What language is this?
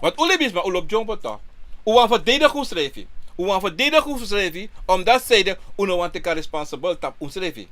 Sranan Tongo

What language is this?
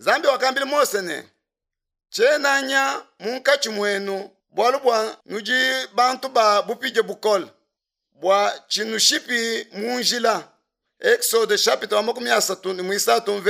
Luba-Lulua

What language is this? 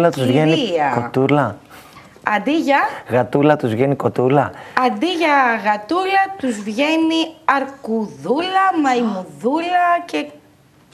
Greek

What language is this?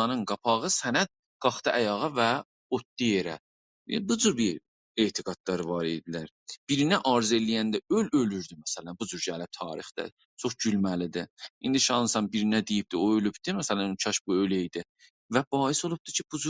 South Azerbaijani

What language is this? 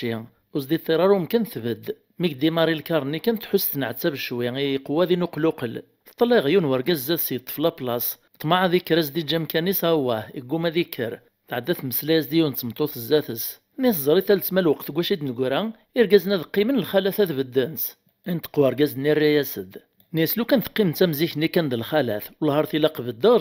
Kabyle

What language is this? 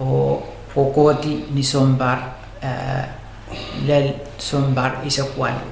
Pohnpeian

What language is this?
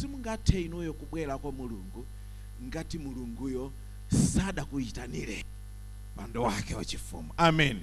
Nyanja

